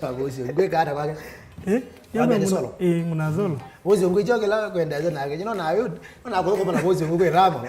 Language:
Kamba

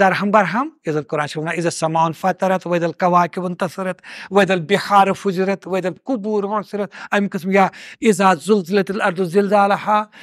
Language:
Kashmiri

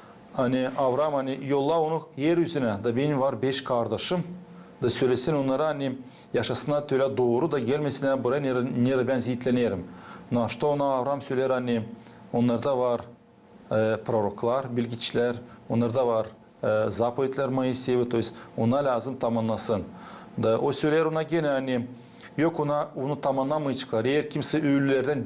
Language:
Gagauz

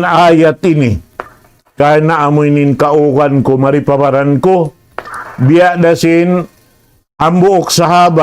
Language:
Tausug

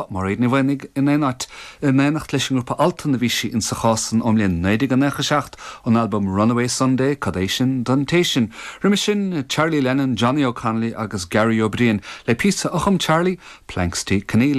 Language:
Irish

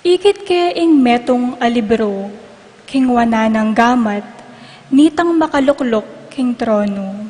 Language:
Pampanga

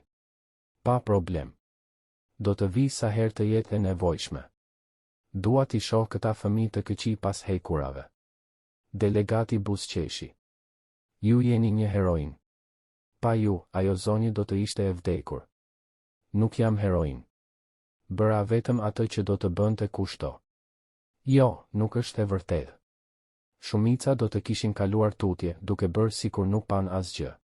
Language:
Albanian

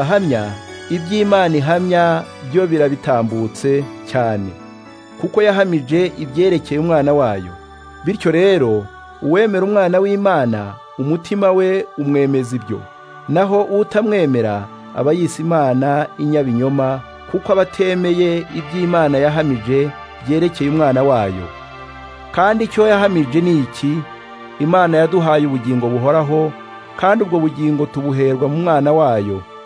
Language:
Kinyarwanda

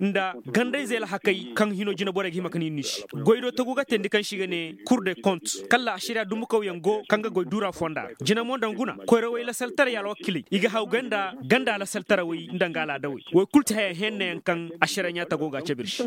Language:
Koyraboro Senni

